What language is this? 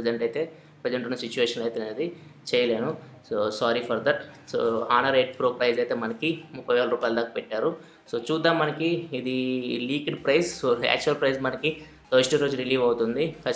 Telugu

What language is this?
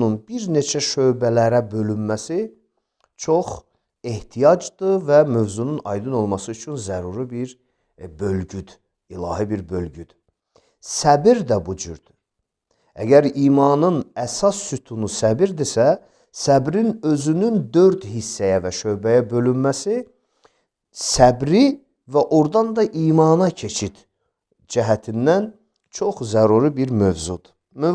Azerbaijani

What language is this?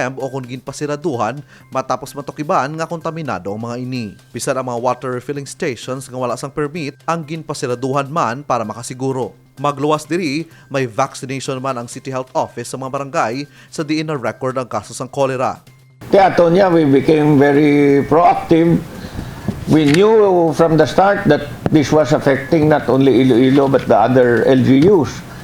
Hiligaynon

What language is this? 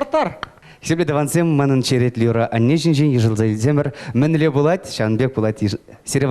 Chuvash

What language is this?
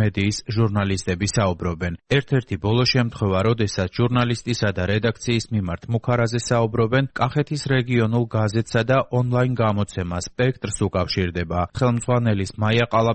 Georgian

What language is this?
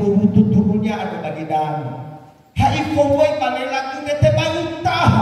Nias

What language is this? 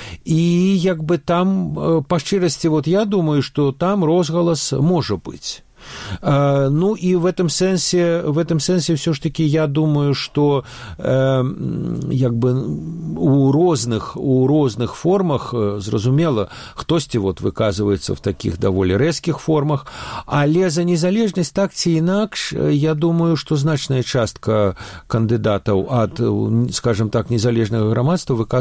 Belarusian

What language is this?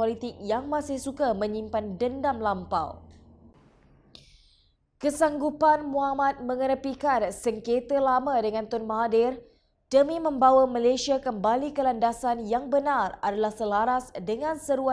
Malay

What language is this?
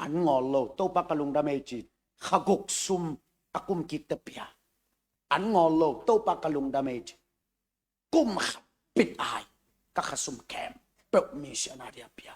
Tedim Chin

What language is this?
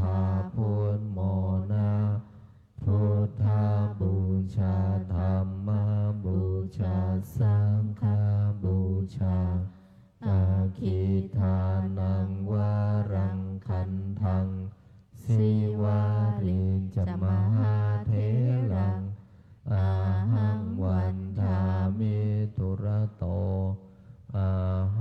Pali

